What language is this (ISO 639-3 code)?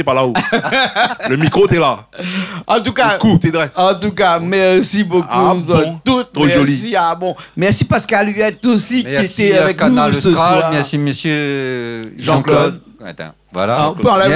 rcf